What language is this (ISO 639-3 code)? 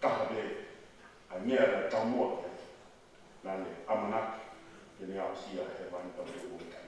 ton